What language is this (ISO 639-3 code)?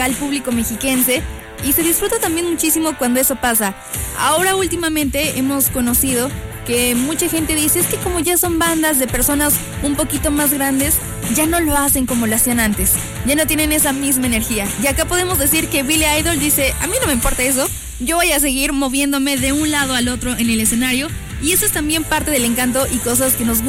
spa